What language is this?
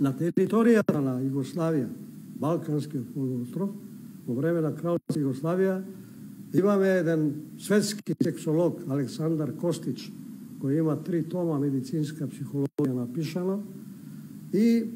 Macedonian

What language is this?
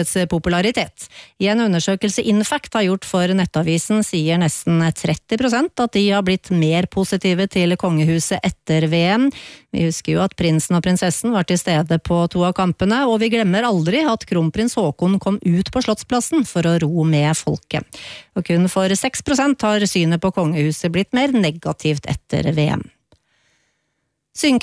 Norwegian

